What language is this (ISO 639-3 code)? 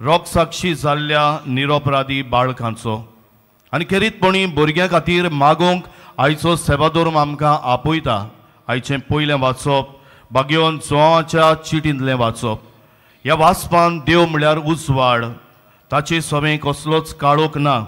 kok